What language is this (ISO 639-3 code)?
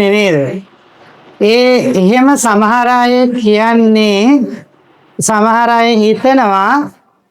sin